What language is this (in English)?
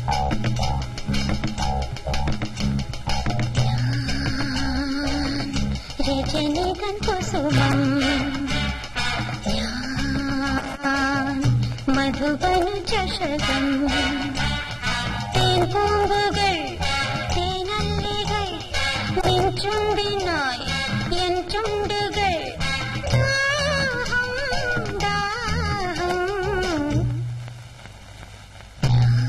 Malayalam